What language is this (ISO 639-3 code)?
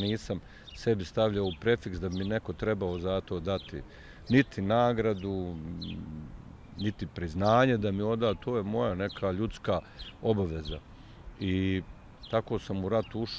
bos